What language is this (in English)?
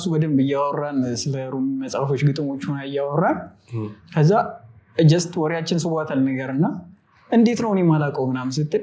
Amharic